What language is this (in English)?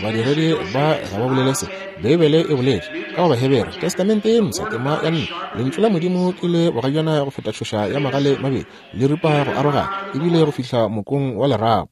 Northern Sotho